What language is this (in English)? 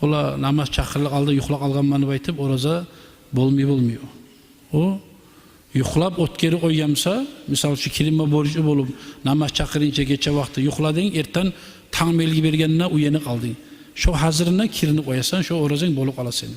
Kumyk